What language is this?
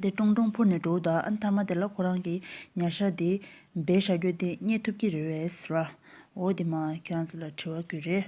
Tibetan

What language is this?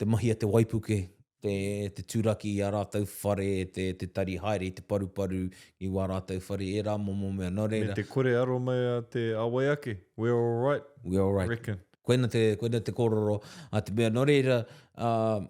Māori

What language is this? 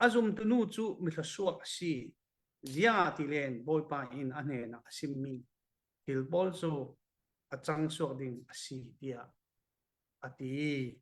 Falam Chin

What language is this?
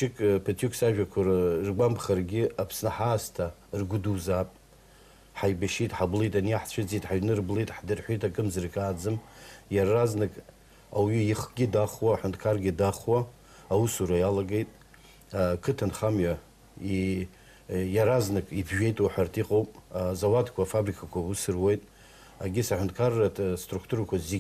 Abkhazian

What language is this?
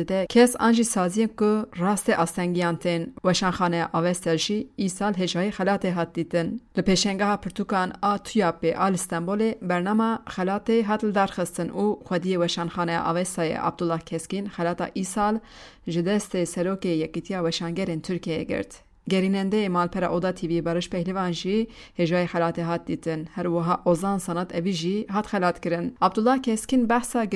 Kurdish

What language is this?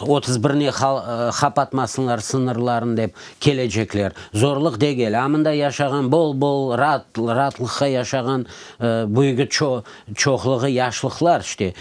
Crimean Tatar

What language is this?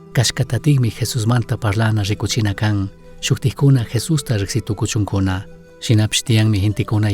Chimborazo Highland Quichua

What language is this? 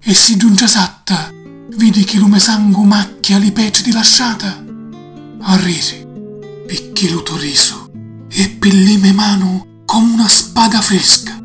Sicilian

